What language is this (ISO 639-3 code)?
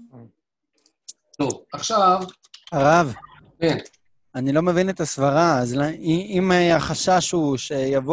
heb